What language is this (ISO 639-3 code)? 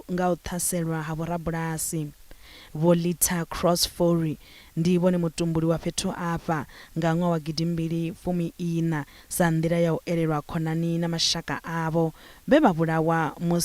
ven